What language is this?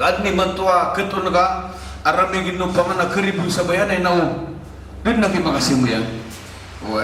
Maranao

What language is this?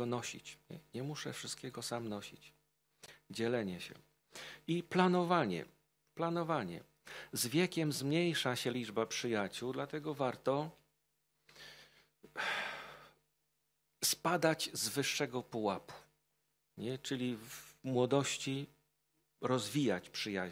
Polish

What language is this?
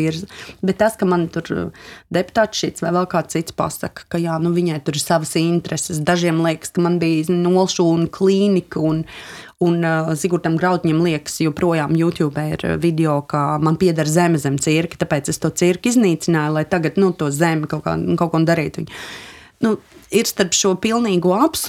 Latvian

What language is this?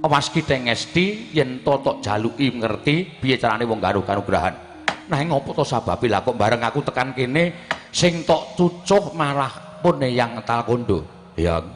Javanese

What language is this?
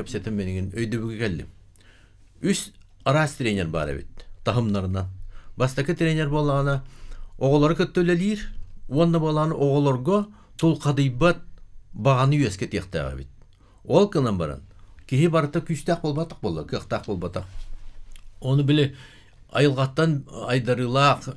Yakut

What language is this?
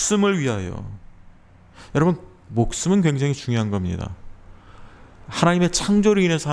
Korean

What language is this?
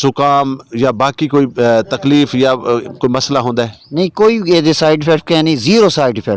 Saraiki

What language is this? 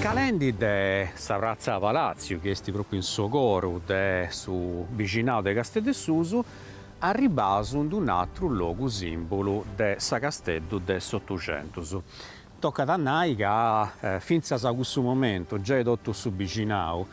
Sardinian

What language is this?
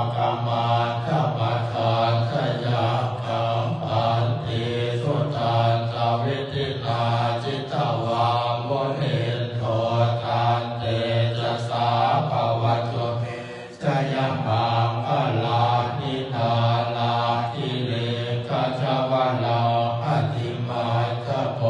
Pali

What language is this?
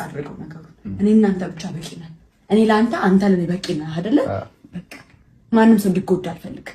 Amharic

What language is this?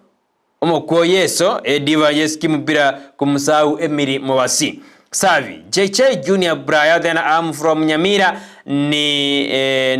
Gusii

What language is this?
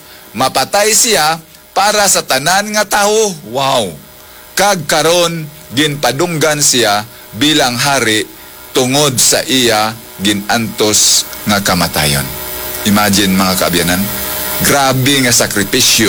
Hiligaynon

